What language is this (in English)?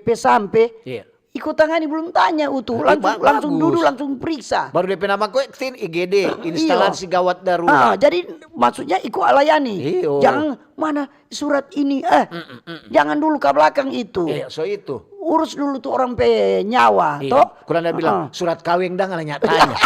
Manado Malay